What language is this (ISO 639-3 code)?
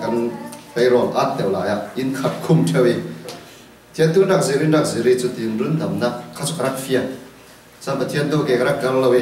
cfm